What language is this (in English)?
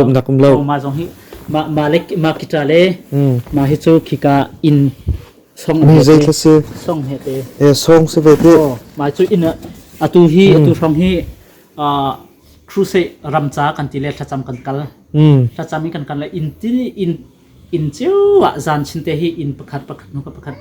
Hakha Chin